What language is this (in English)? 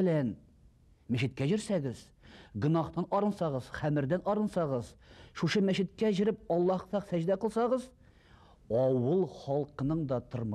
Tatar